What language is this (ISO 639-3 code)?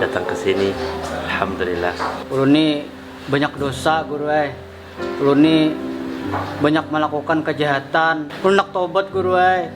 bjn